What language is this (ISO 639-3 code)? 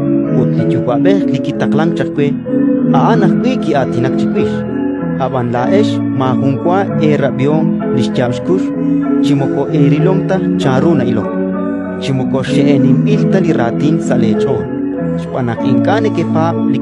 kek